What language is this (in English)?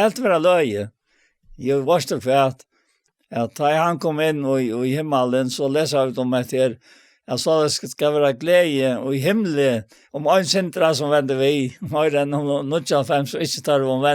Faroese